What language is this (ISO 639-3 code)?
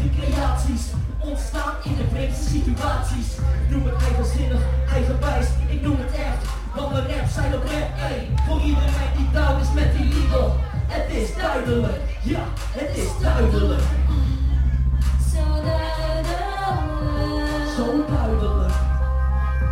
nld